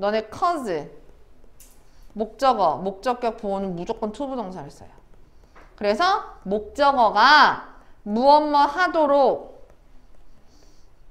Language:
Korean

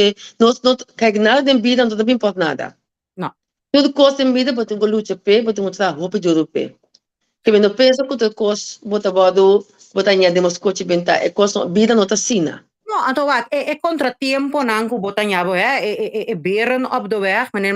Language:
Papiamento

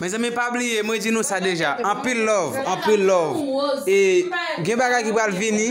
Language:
Haitian Creole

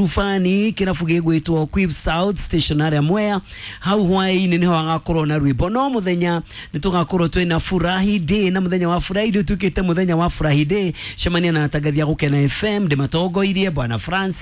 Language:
Kikuyu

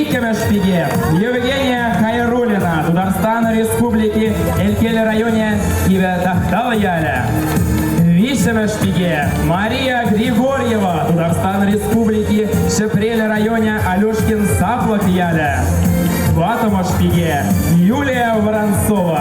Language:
Chuvash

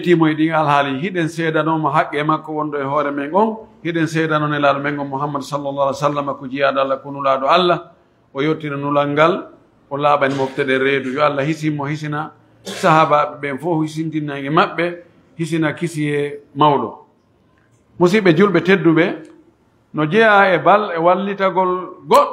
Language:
Pular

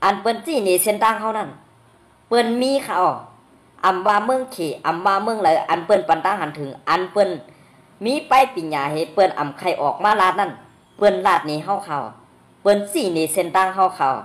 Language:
Shan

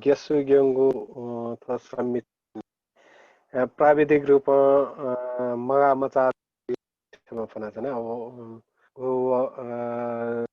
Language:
Newari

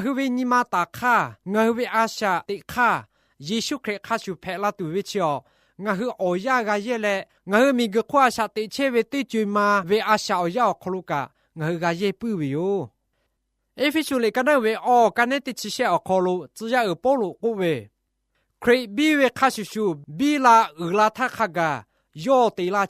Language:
Lahu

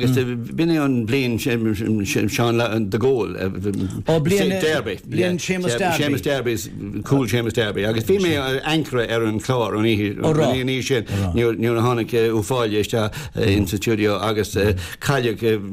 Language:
Irish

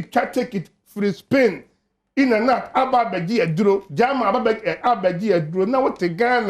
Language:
Akan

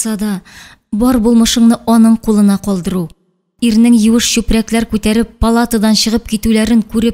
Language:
Tatar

